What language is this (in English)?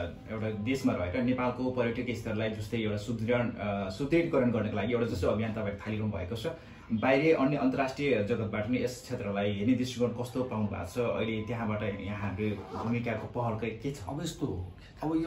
Nepali